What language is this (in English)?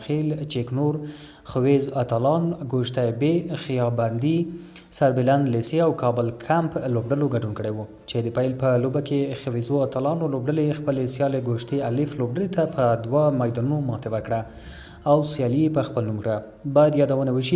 Pashto